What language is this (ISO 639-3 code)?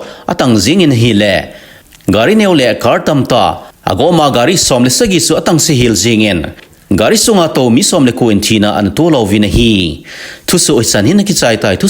tcz